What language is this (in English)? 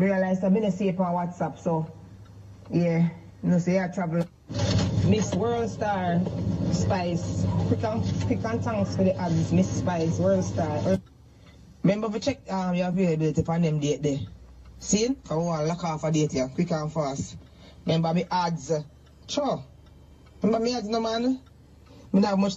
Jamaican Creole English